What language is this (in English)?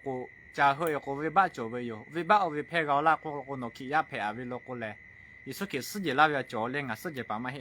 Lahu